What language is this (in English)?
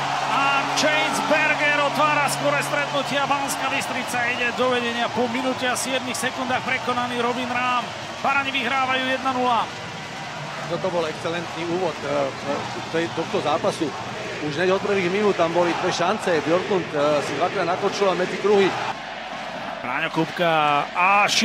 Slovak